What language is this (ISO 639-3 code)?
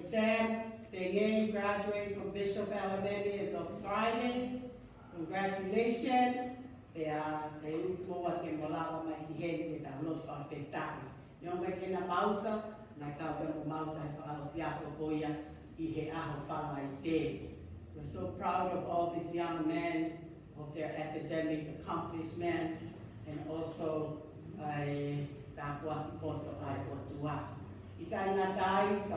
ton